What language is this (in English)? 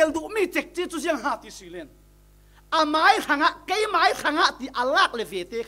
Falam Chin